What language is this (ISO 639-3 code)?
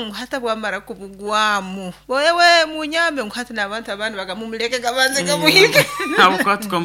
nyo